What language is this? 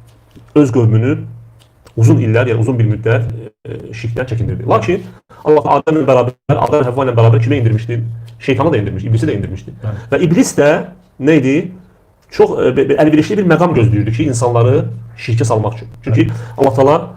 Azerbaijani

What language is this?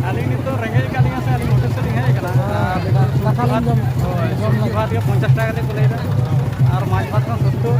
Santali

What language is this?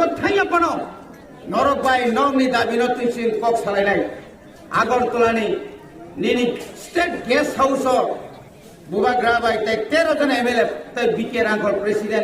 Kok Borok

